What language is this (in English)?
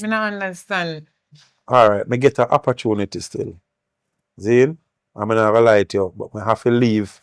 Jamaican Creole English